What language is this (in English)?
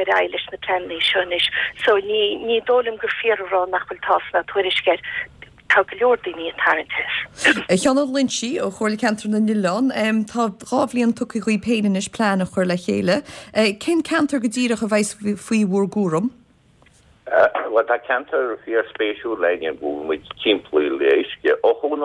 Irish